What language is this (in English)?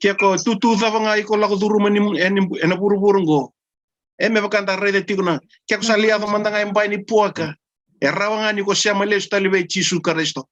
Fijian